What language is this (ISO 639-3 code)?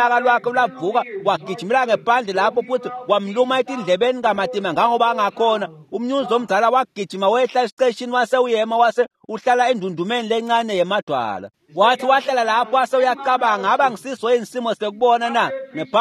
ssw